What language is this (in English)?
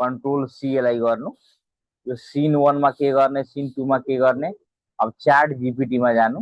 Nepali